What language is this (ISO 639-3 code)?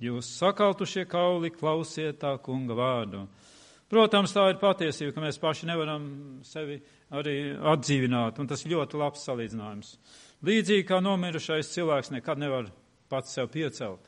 lav